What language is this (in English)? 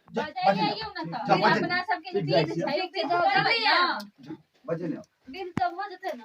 Maithili